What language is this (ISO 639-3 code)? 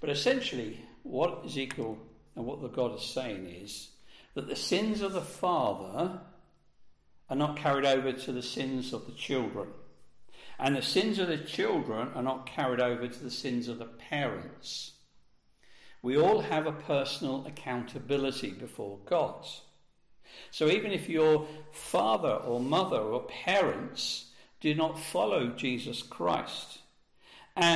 eng